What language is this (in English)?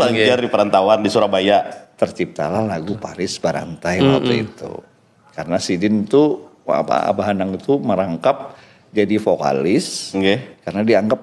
Banjar